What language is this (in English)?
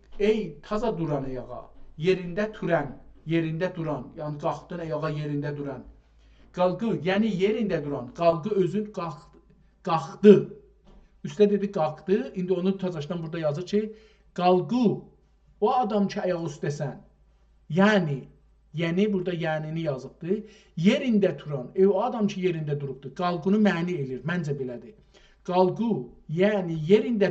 South Azerbaijani